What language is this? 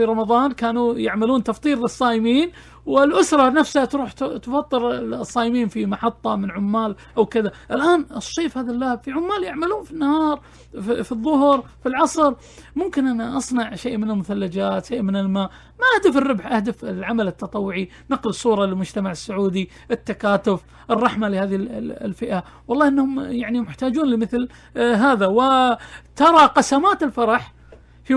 Najdi Arabic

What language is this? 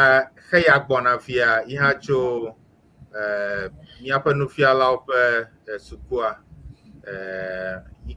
Ewe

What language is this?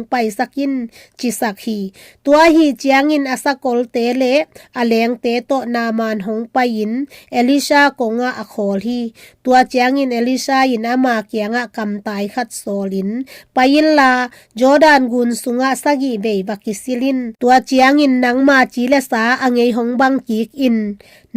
Tedim Chin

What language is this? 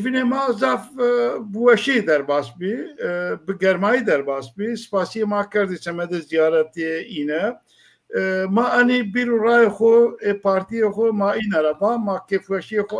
Zaza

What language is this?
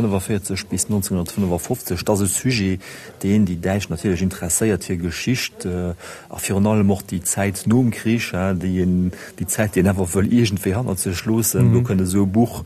Luxembourgish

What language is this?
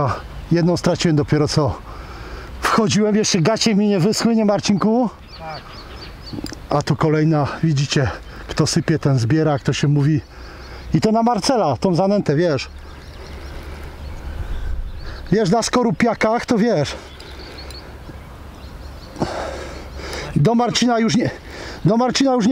Polish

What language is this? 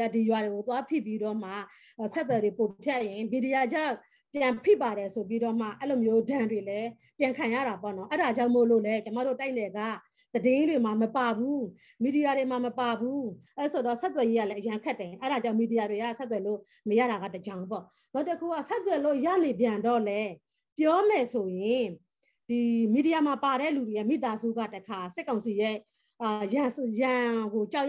Burmese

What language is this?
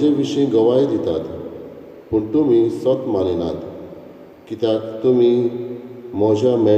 Konkani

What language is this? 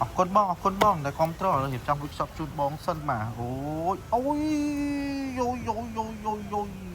Khmer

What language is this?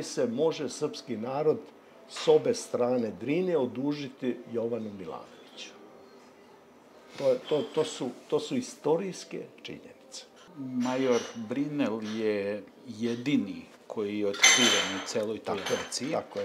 Serbian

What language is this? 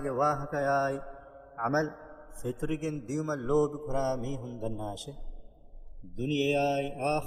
Divehi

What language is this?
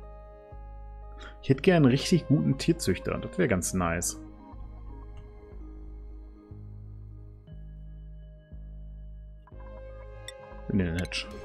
German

